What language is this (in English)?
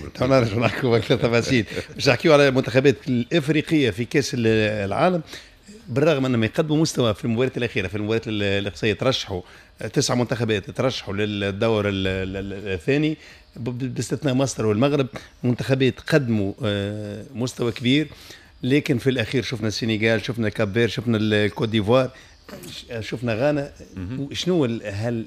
Tunisian Arabic